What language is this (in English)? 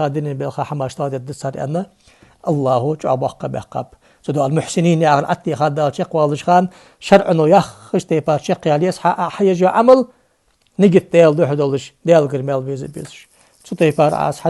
Ingush